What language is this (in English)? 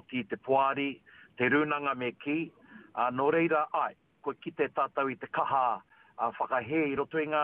Māori